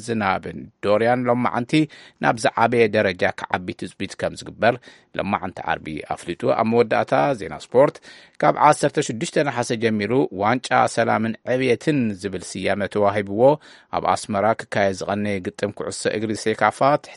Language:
Tigrinya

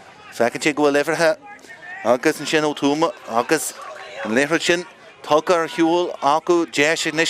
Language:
Irish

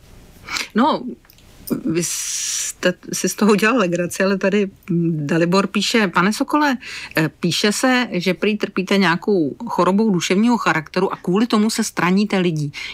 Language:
Czech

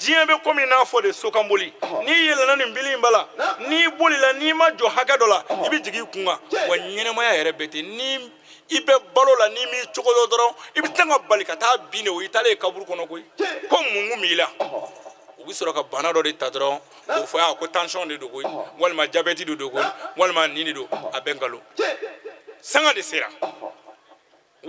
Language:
Bambara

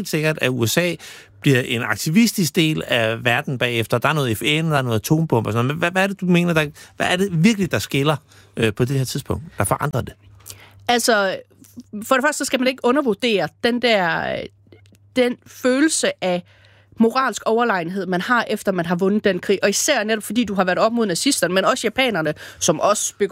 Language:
Danish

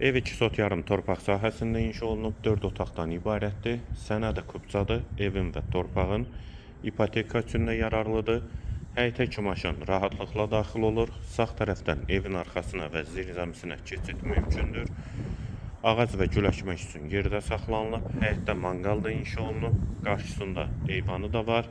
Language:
Azerbaijani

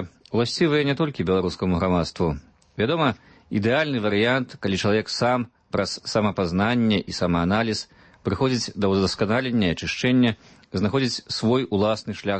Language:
Belarusian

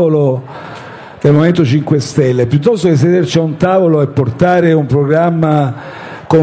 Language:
Italian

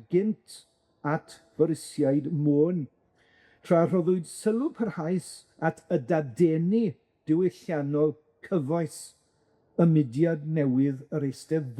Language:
Welsh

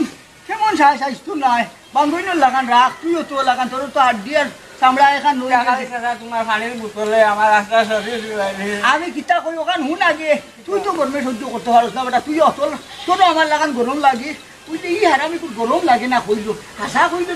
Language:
Sylheti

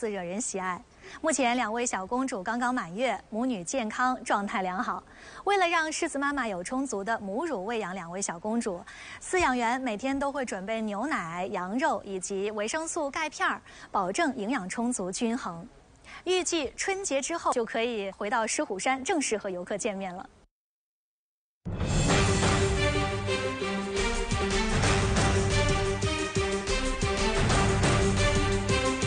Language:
Chinese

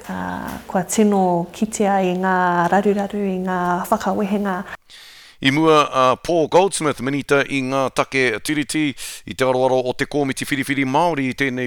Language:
Māori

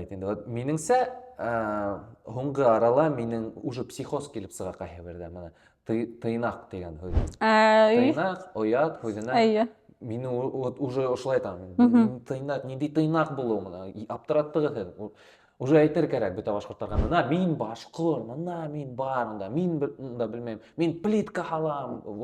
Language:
Bashkir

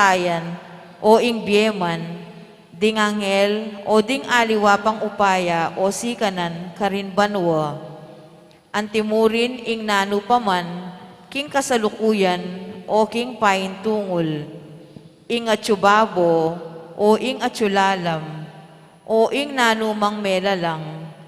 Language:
Pampanga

